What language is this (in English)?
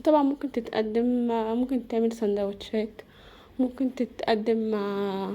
Egyptian Arabic